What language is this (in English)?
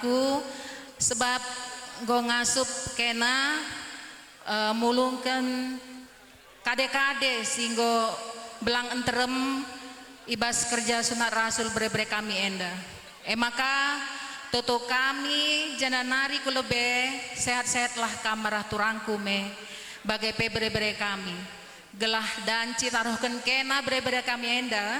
Batak Karo